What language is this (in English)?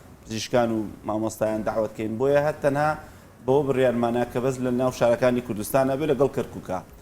Central Kurdish